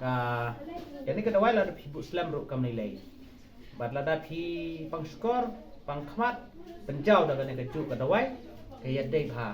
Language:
Khasi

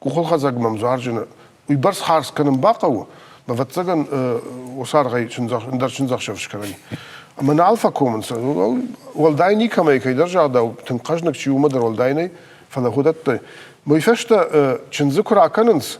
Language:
Ossetic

